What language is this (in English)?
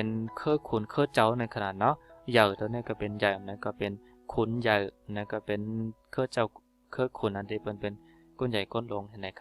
Shan